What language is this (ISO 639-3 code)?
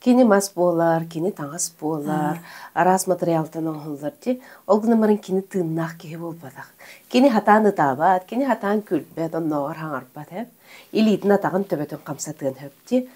sah